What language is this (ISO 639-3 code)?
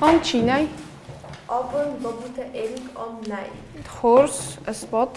oss